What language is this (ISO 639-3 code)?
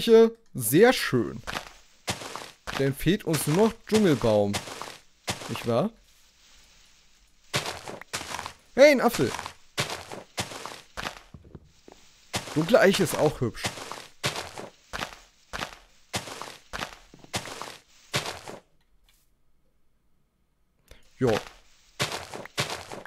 deu